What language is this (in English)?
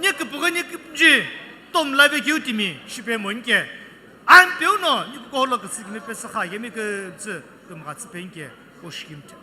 Sumi Naga